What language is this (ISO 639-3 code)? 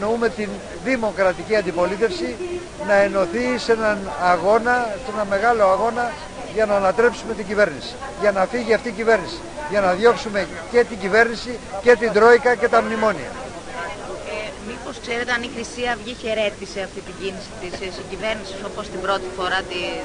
ell